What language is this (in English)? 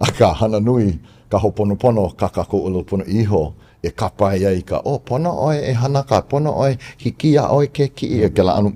Hawaiian